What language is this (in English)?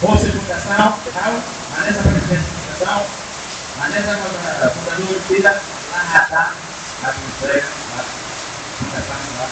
Tetum